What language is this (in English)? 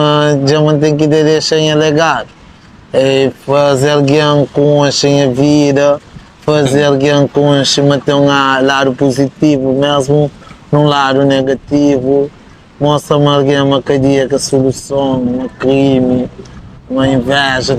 Kabuverdianu